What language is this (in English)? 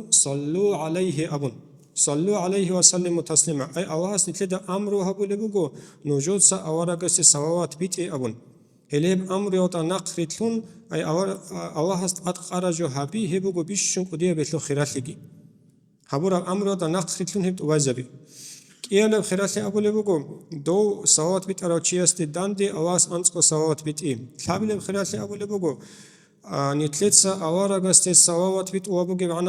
Avaric